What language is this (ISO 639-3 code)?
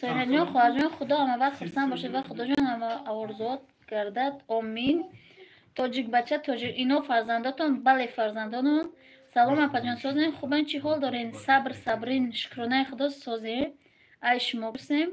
tgk